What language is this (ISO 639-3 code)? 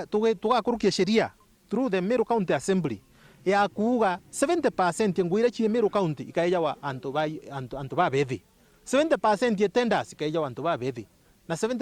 mer